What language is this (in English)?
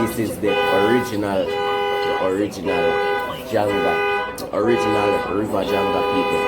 Jamaican Creole English